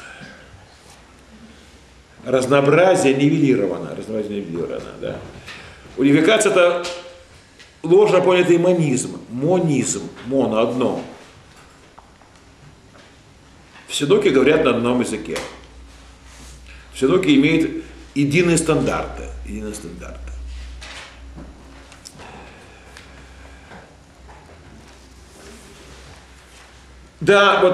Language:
Russian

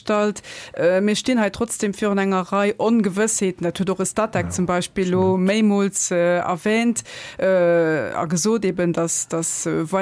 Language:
Luxembourgish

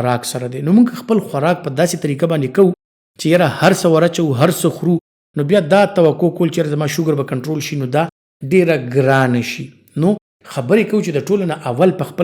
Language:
Pashto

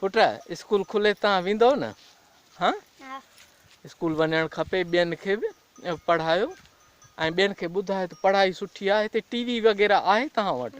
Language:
Sindhi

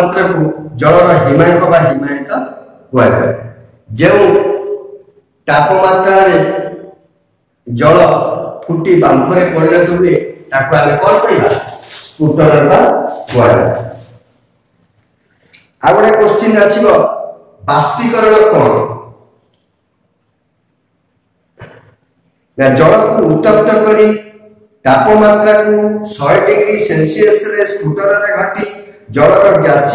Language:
Odia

